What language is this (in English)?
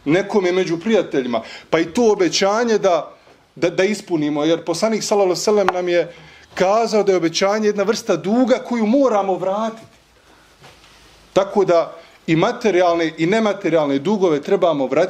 Bosnian